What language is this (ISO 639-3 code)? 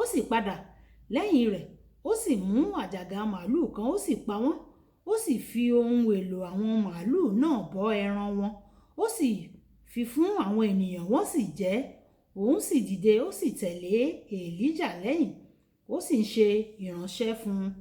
yor